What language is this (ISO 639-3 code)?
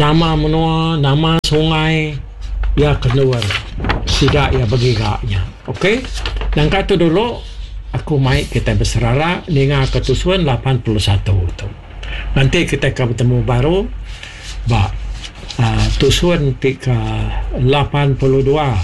iba